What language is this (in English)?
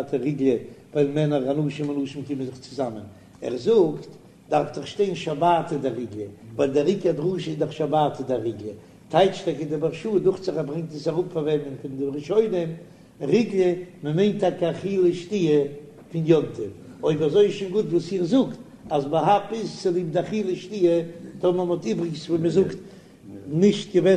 Yiddish